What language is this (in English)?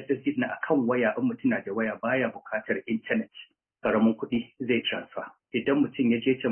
Hausa